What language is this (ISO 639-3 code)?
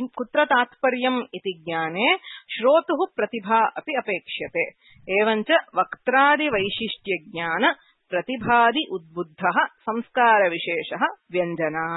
san